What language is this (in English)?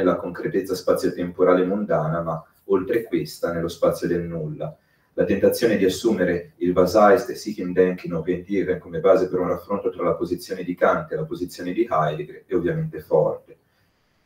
Italian